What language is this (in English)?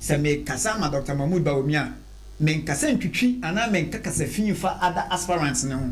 Akan